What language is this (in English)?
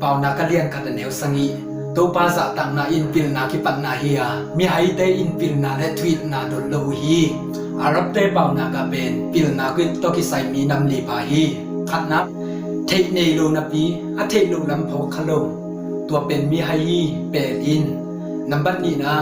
Tedim Chin